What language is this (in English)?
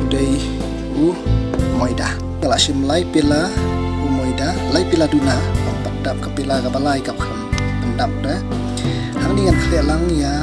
Khasi